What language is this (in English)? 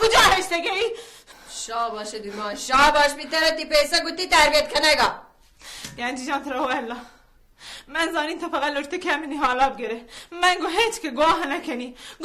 Baluchi